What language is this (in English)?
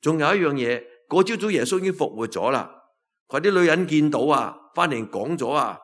Cantonese